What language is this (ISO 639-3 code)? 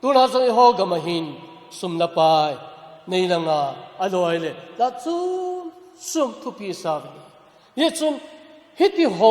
tcz